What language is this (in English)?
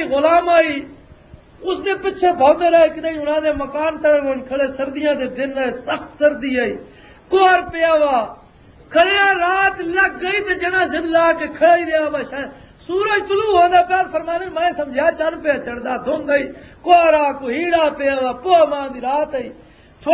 Western Panjabi